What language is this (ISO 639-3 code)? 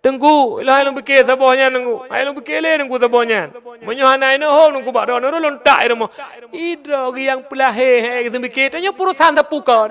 ace